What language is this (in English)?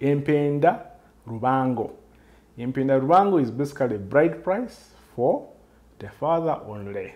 Nyoro